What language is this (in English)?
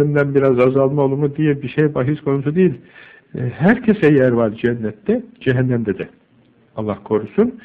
Turkish